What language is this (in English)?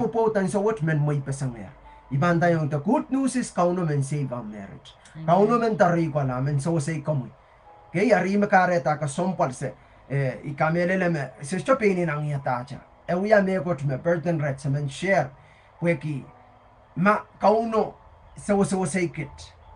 Pohnpeian